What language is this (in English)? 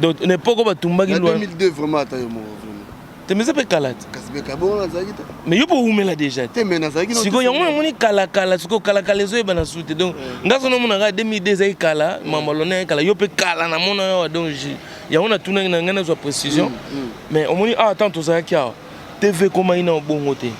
Lingala